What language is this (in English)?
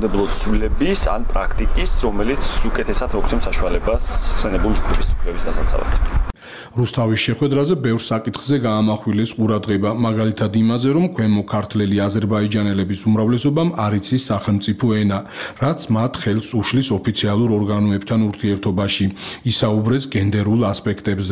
Georgian